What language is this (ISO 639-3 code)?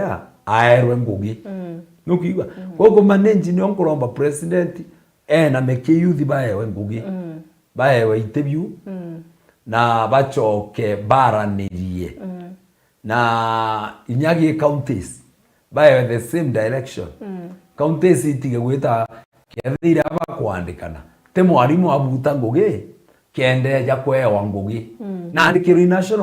mer